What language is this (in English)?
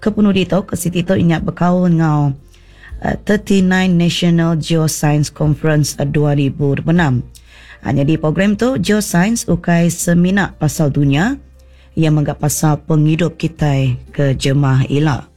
Iban